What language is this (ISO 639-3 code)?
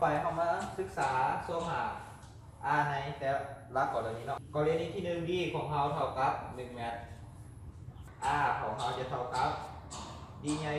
lao